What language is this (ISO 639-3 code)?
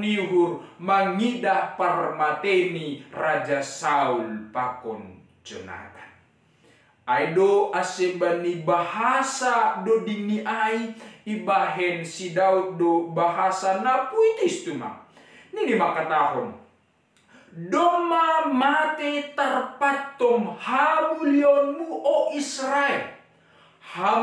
bts